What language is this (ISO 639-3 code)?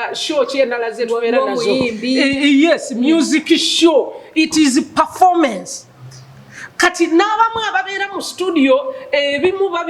lug